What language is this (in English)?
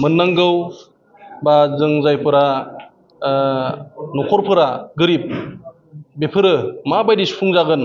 Bodo